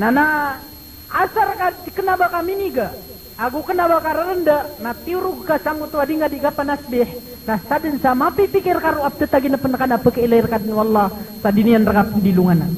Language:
Maranao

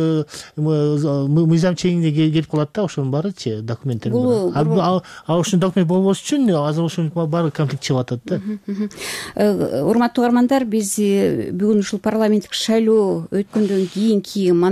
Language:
Kyrgyz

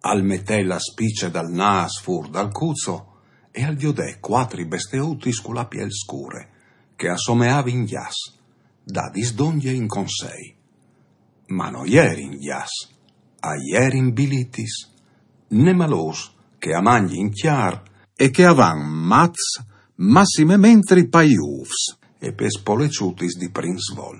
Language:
Friulian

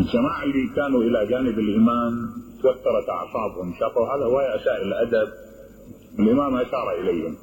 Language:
Mesopotamian Arabic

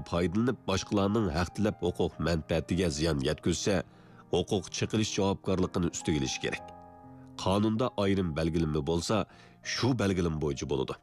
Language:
Uyghur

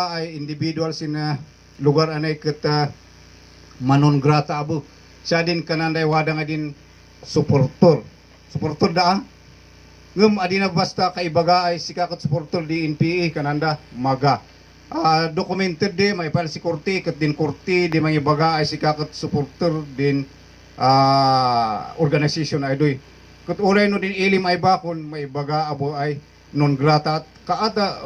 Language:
Kankanaey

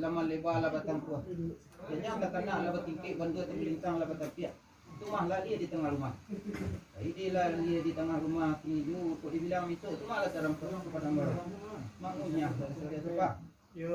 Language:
Minangkabau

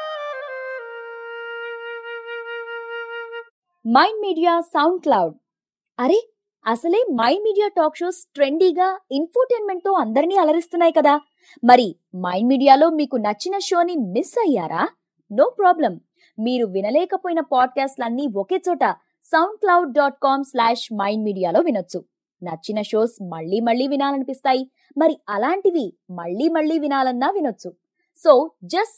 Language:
Telugu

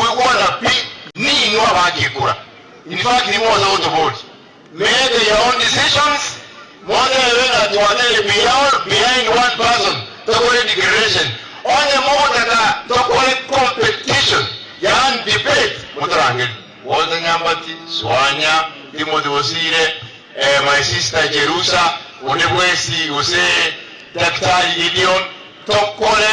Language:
Gusii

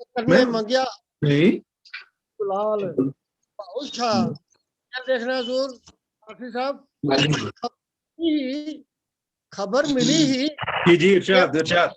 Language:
Dogri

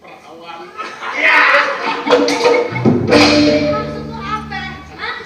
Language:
Betawi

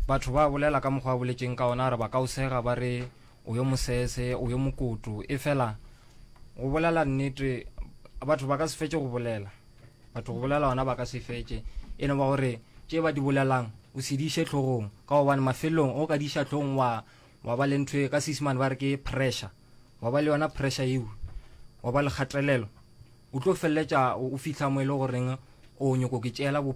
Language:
Northern Sotho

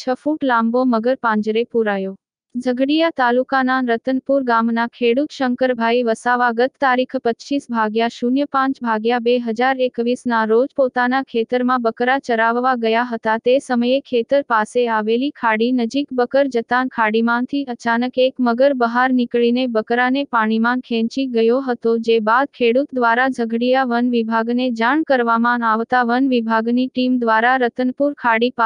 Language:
Gujarati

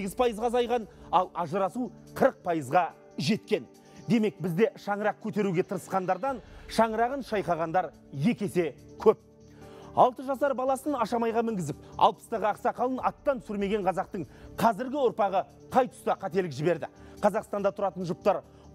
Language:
Kazakh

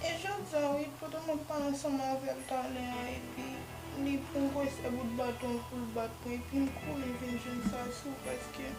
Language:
Haitian Creole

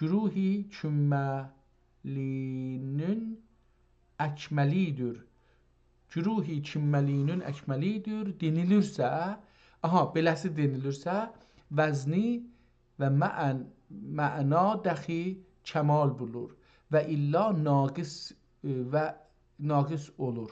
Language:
South Azerbaijani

